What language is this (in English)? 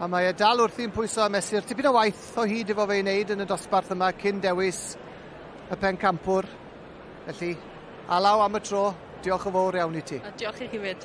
Welsh